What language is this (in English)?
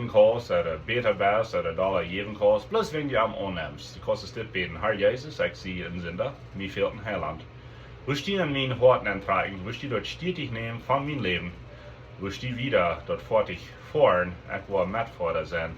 Plautdietsch